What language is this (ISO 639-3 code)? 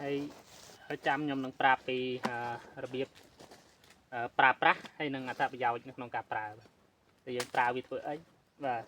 khm